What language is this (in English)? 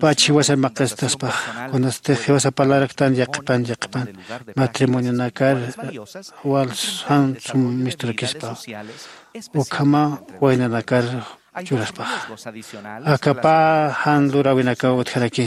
Aymara